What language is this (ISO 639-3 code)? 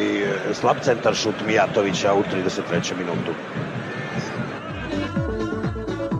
srp